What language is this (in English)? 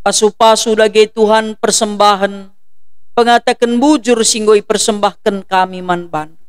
Batak Karo